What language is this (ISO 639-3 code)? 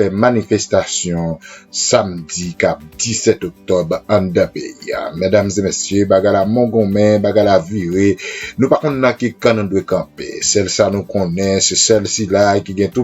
hat